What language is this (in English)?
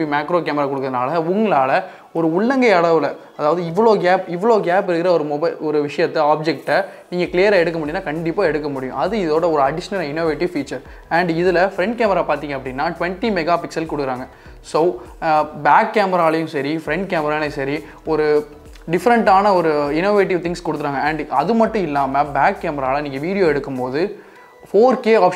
Tamil